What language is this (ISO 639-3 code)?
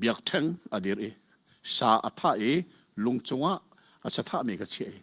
cnh